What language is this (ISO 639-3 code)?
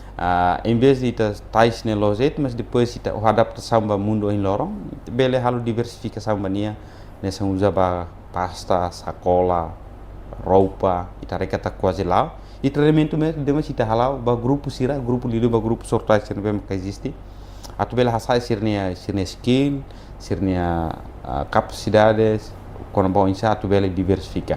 tet